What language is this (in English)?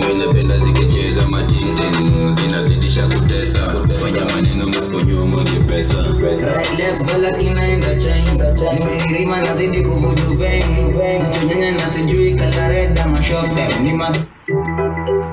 Swahili